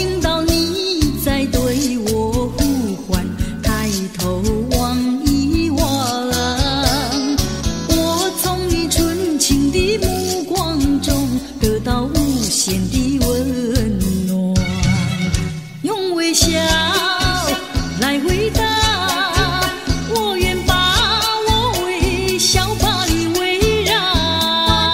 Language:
Chinese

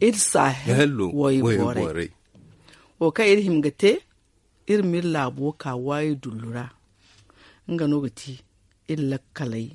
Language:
Zarma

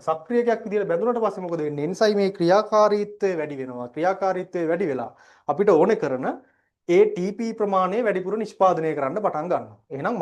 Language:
Sinhala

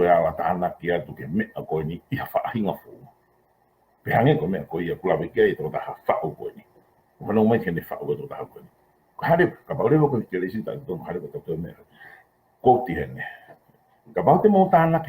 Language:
Tongan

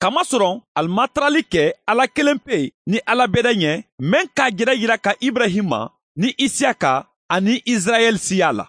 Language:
Bambara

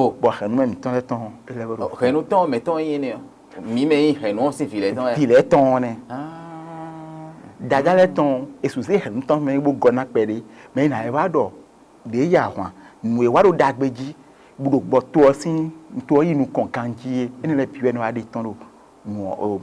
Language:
Fon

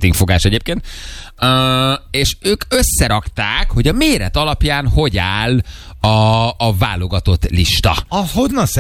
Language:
Hungarian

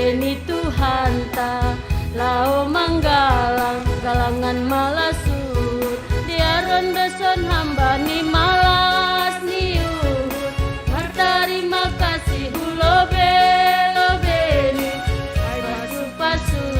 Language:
Batak Simalungun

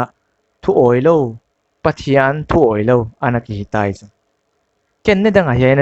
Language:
Paite Chin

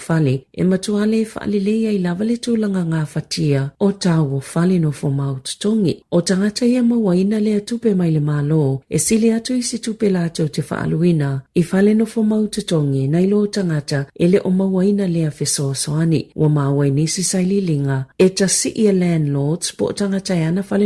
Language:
Samoan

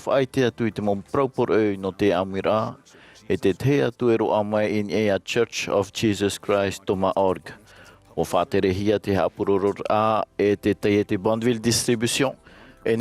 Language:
Tahitian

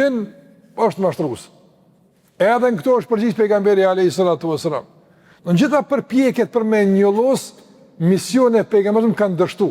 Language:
Albanian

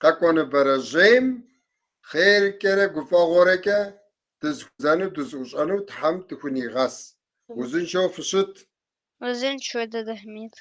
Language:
Kabardian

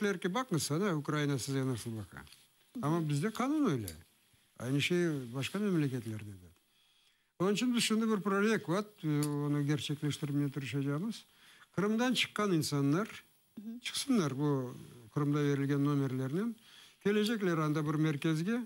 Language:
Crimean Tatar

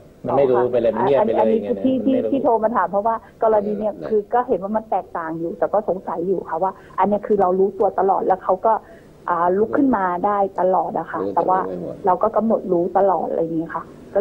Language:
Thai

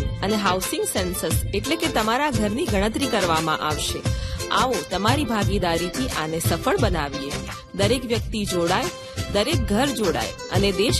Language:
Gujarati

